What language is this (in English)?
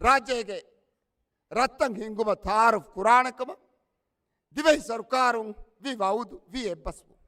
Divehi